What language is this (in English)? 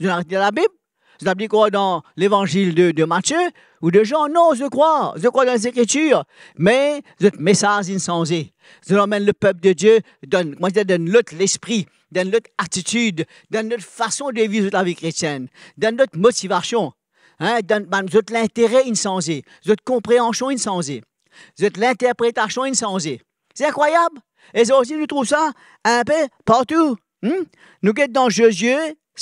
Morisyen